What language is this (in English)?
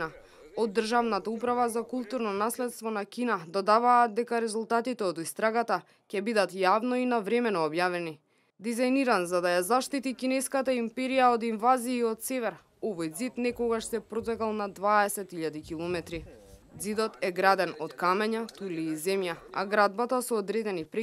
Macedonian